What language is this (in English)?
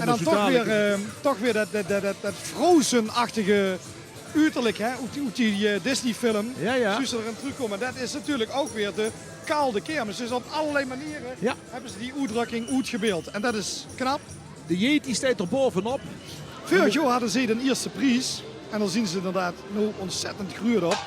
Limburgish